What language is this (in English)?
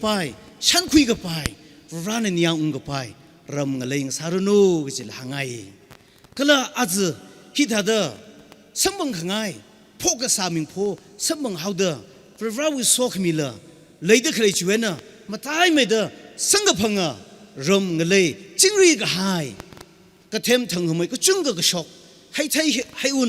Tangkhul Naga (India)